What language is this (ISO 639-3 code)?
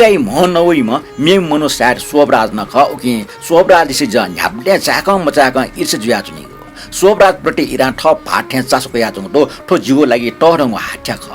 new